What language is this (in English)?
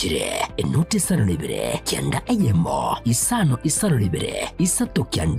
Gusii